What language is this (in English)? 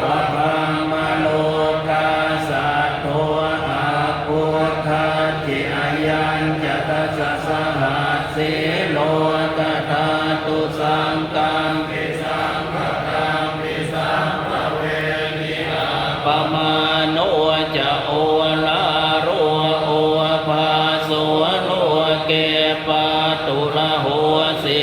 Pali